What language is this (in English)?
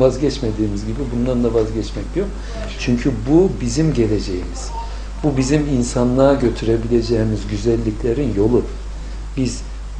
Turkish